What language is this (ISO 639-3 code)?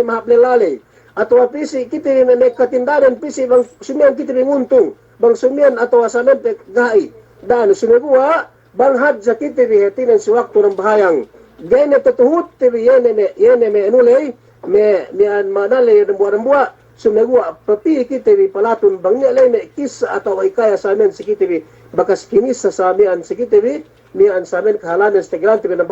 yka